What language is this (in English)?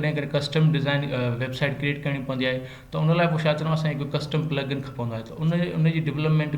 Sindhi